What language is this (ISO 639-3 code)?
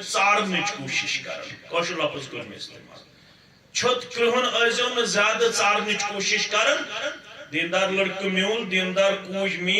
kas